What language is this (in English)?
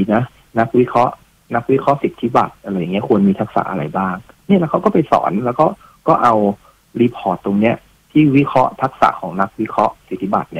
Thai